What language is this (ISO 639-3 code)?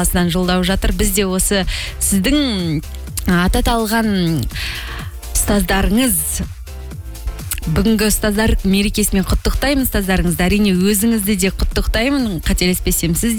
kaz